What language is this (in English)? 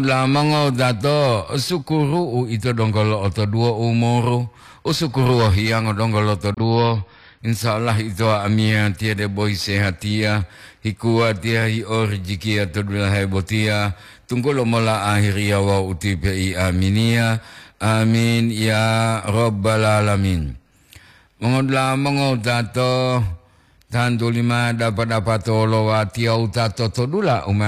Gorontalo